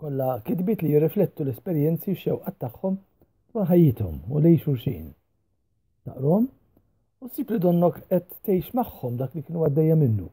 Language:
Maltese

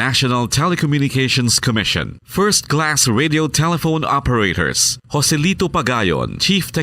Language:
Hiligaynon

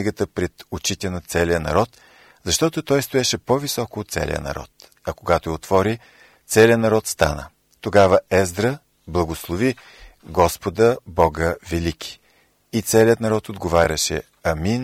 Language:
Bulgarian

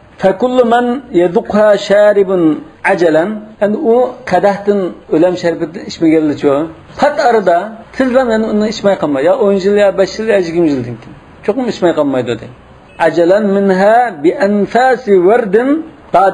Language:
Uyghur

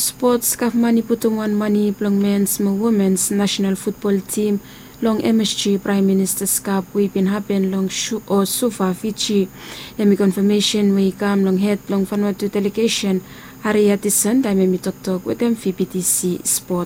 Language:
Bislama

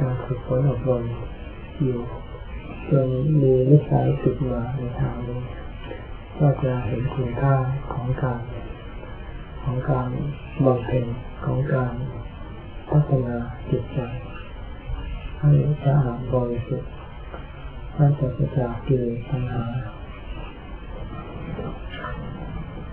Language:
Thai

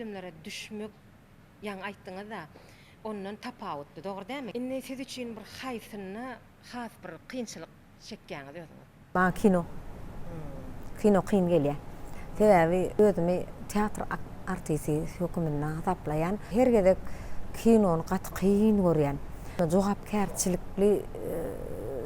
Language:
Turkmen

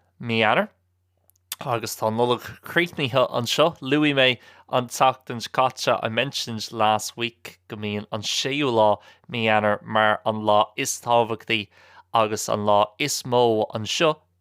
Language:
Irish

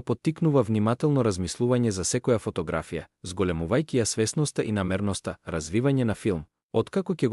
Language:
Macedonian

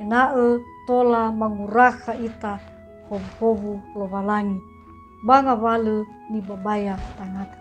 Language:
Nias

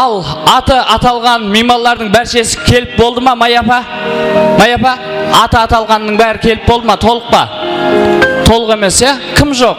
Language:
Kara-Kalpak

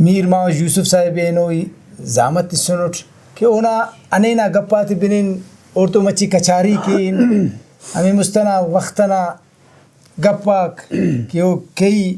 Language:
Brahui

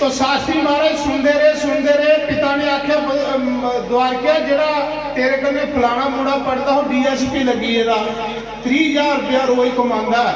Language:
Dogri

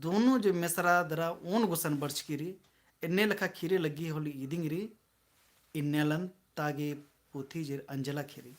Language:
Kurukh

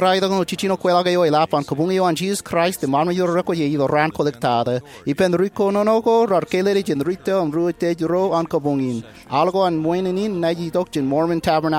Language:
Marshallese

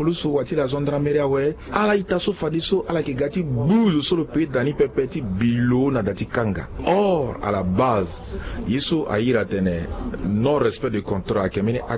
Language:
Sango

